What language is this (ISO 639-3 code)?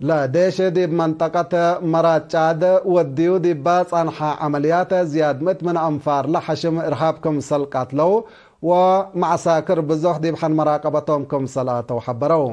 tig